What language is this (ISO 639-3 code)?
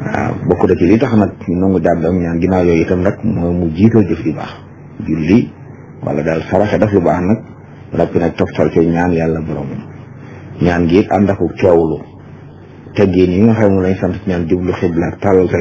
wol